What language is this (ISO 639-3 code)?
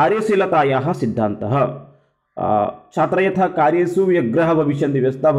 san